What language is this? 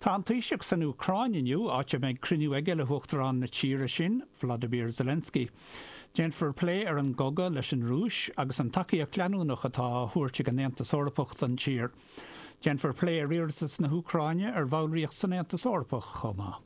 Irish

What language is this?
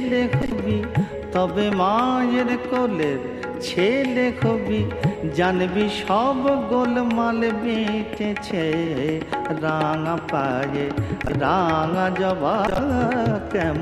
Bangla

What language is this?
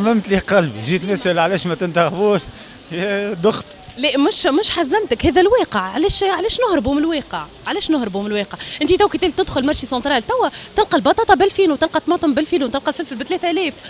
Tunisian Arabic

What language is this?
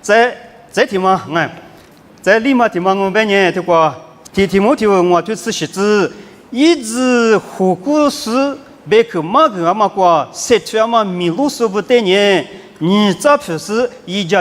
Lisu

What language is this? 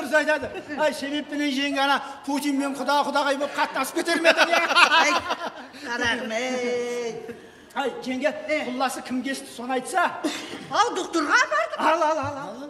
Kara-Kalpak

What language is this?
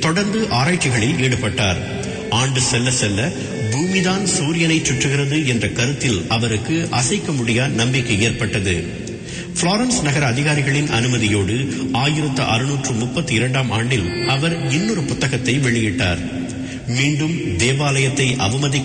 Tamil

